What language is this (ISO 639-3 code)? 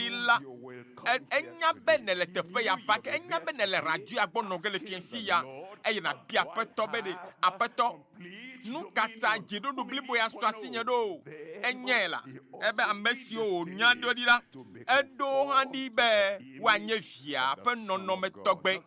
ewe